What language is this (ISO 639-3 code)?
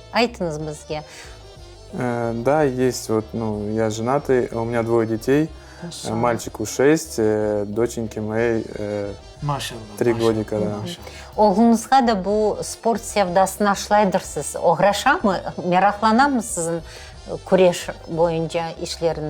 crh